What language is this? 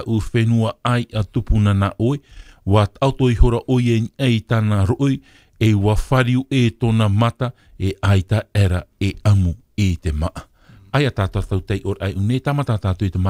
Tahitian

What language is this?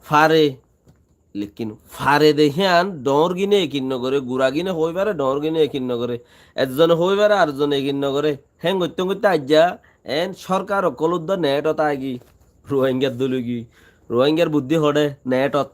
Rohingya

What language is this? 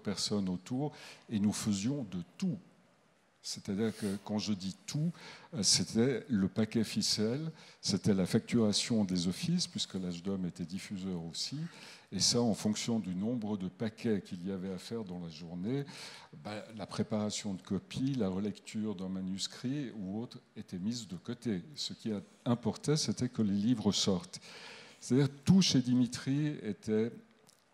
French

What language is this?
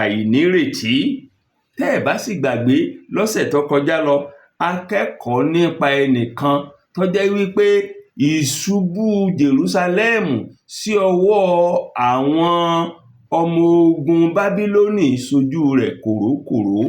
Yoruba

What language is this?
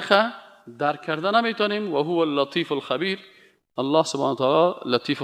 Persian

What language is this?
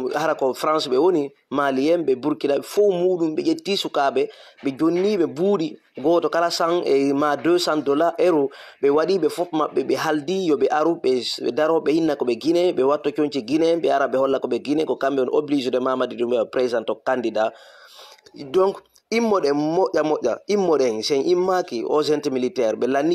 Fula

